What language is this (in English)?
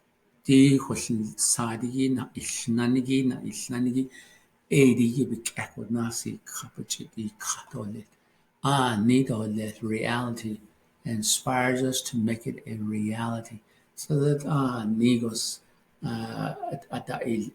Navajo